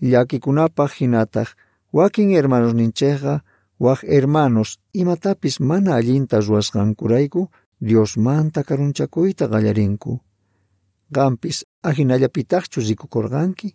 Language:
Quechua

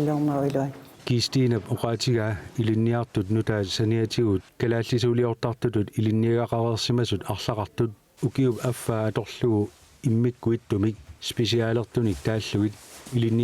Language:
Kalaallisut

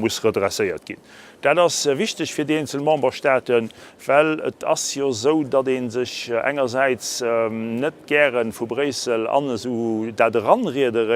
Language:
Luxembourgish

